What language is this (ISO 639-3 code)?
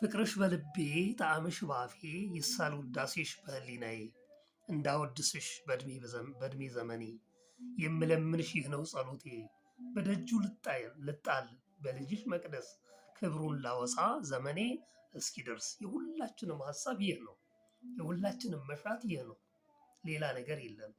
amh